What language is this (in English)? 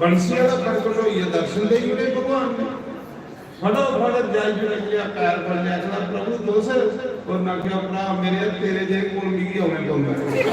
Dogri